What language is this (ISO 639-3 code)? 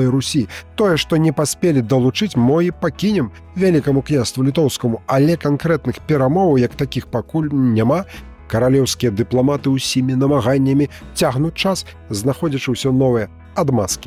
bel